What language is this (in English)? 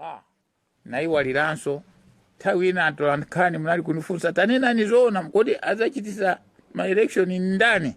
Nyanja